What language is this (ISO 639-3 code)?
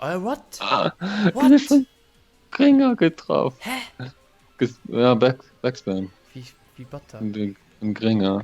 ltz